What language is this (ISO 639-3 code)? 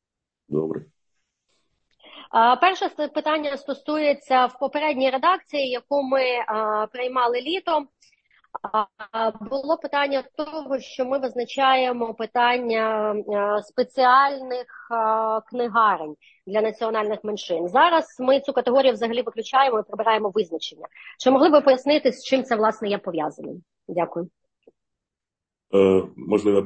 ukr